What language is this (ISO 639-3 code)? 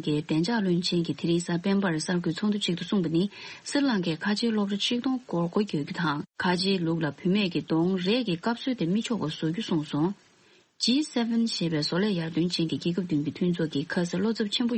bod